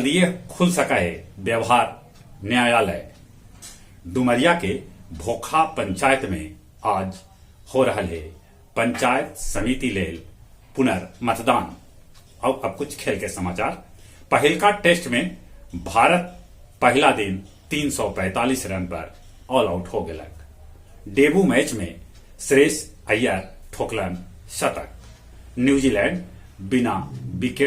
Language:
Magahi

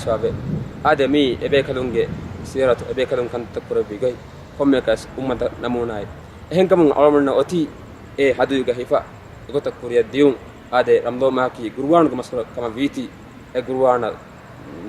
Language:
Divehi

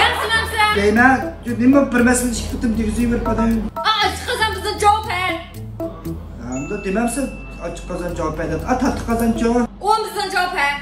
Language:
Uyghur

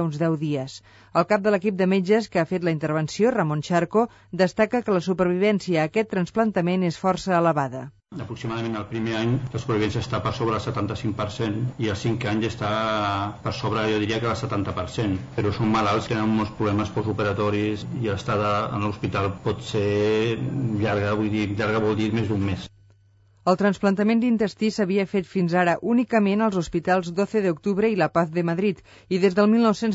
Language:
Catalan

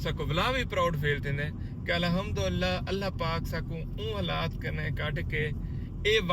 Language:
Saraiki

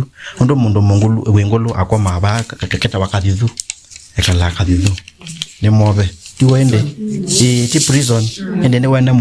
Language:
Kamba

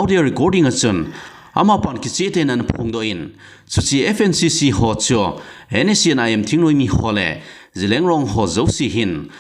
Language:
Thado Chin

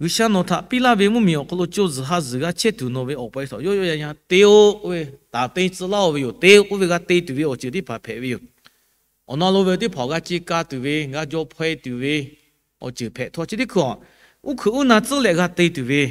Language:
Lahu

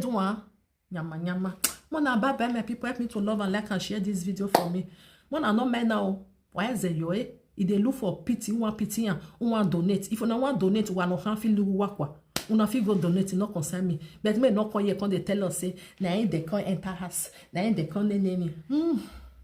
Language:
Nigerian Pidgin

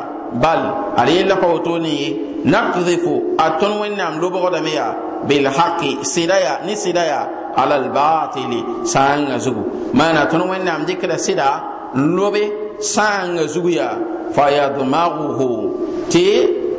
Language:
Mossi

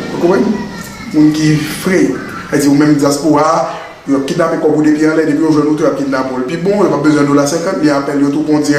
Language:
Haitian Creole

